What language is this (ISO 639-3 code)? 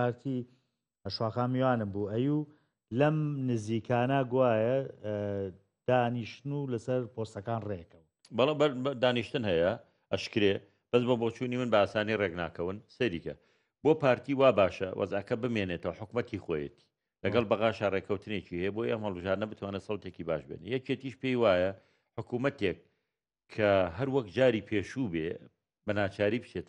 ckb